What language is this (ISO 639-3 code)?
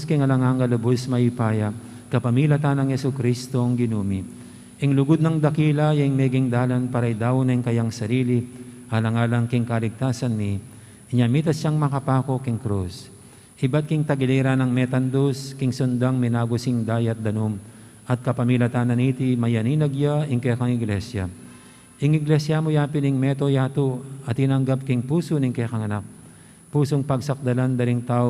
pam